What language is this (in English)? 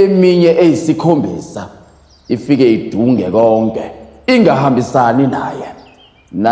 Zulu